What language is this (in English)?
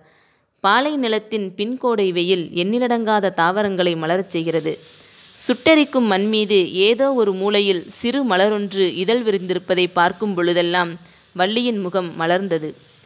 Tamil